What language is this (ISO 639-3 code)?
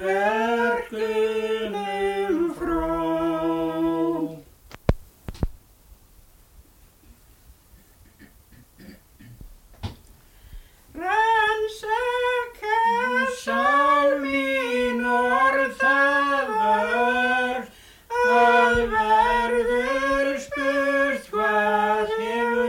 isl